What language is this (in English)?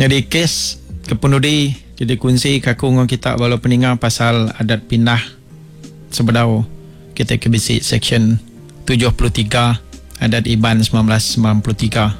Iban